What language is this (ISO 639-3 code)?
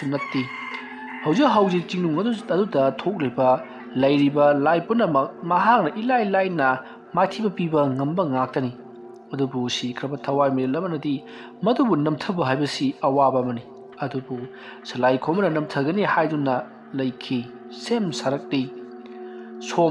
mni